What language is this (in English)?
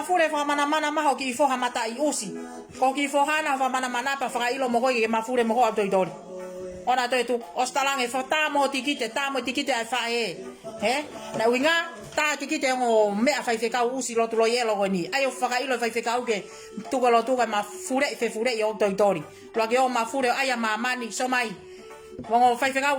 Tongan